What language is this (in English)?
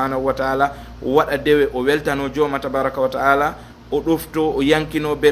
Fula